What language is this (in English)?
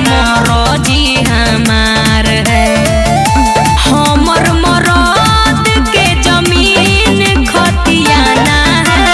Magahi